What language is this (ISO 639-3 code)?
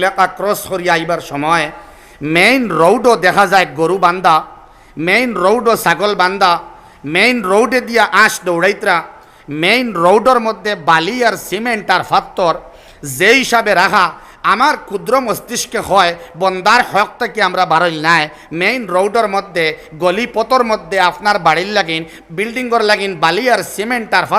syl